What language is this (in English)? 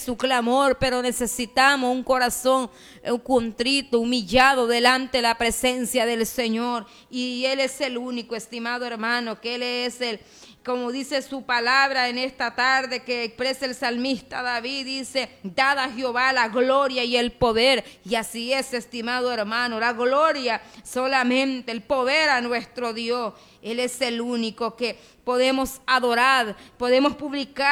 Spanish